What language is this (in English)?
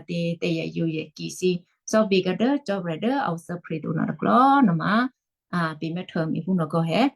Western Kayah